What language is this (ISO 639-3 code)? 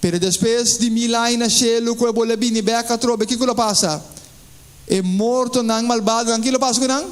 pap